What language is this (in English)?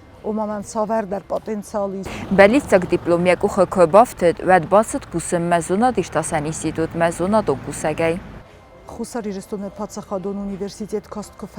Ossetic